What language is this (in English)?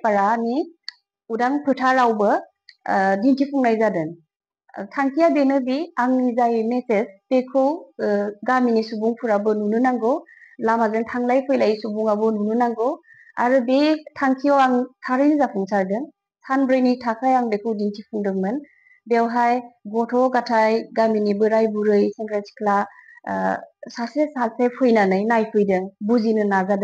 Bodo